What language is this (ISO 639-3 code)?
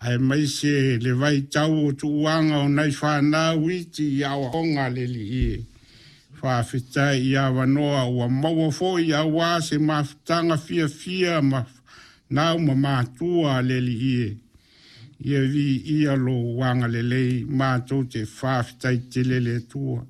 smo